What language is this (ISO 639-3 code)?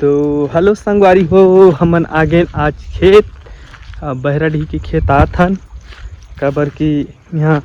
hne